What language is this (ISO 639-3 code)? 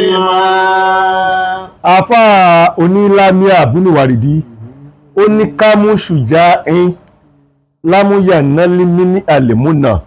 yor